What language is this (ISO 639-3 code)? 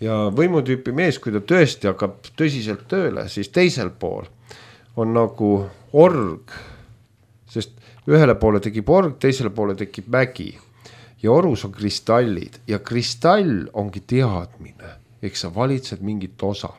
est